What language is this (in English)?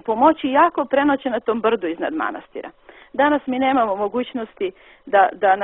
Serbian